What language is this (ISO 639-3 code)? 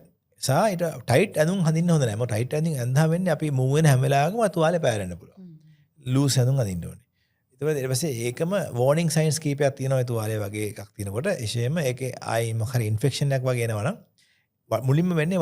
sin